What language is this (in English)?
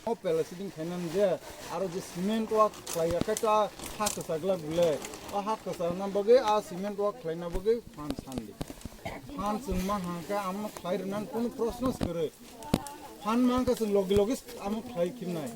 Kok Borok